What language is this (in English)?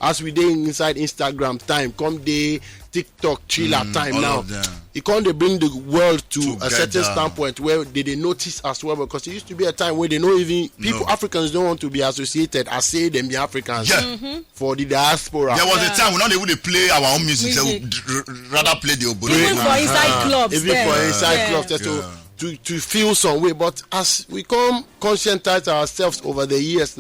Nigerian Pidgin